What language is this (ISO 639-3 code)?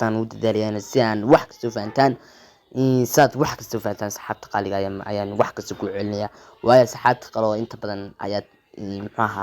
som